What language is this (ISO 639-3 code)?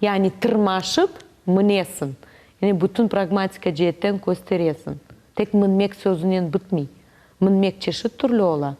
crh